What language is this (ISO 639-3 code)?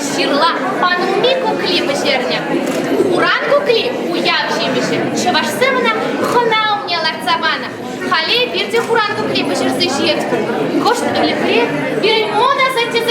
chv